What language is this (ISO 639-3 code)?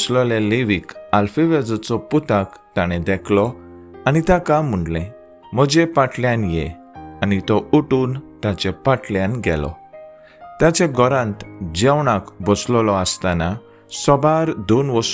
kok